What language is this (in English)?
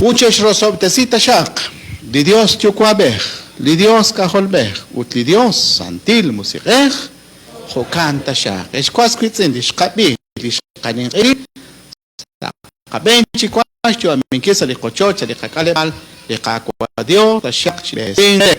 Kekchí